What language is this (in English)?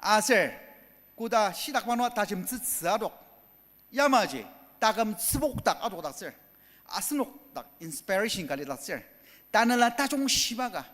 Ao Naga